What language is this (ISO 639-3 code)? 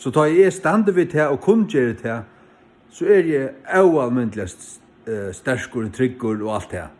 fao